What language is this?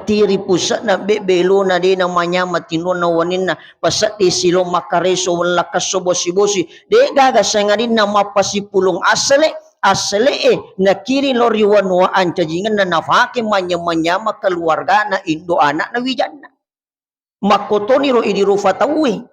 Buginese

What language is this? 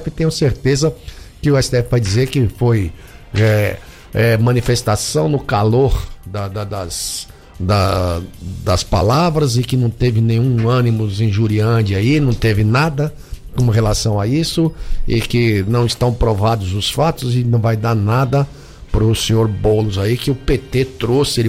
Portuguese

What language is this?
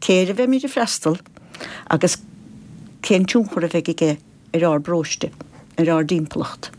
Irish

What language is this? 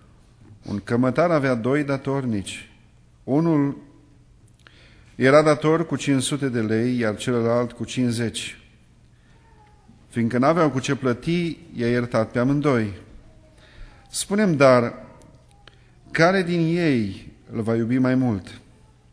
Romanian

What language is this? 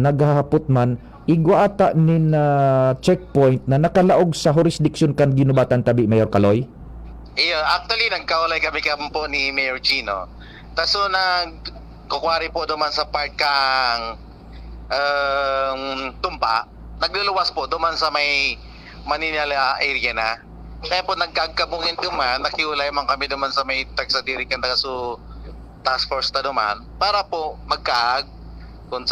Bikol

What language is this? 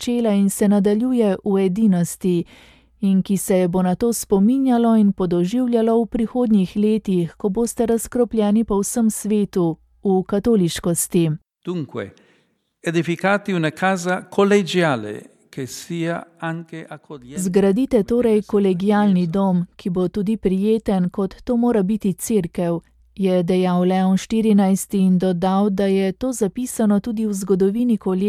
Slovenian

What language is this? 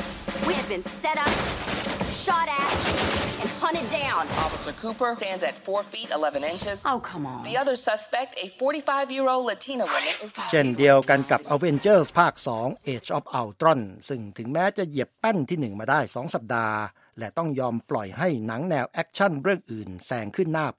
Thai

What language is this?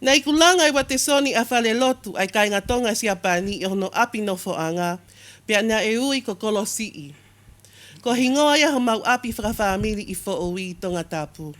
Tongan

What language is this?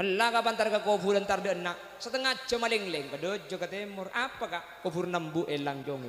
Madurese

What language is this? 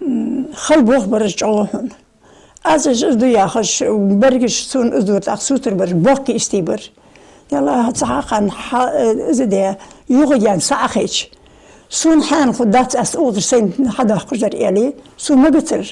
Ingush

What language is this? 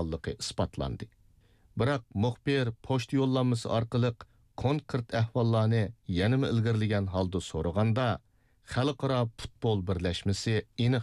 Uyghur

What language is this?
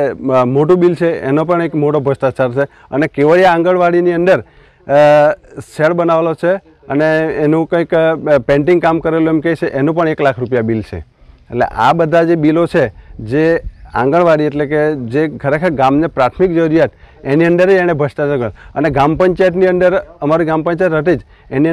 Gujarati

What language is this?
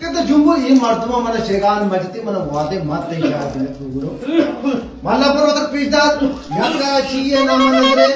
Baluchi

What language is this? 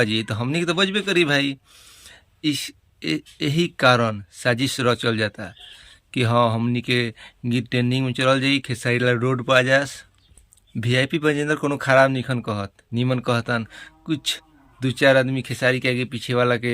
Bhojpuri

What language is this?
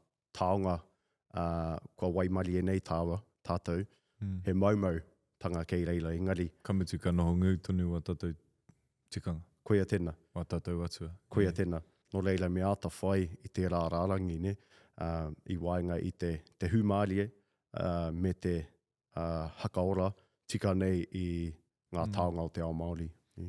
Māori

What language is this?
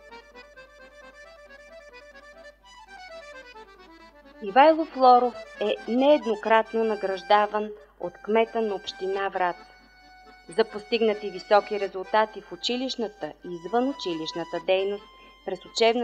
Bulgarian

